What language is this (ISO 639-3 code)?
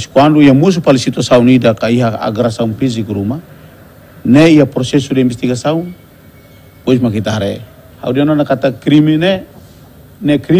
tet